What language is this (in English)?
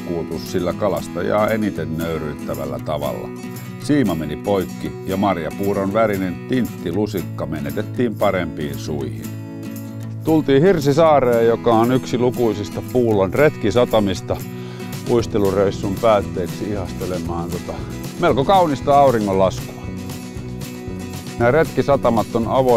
Finnish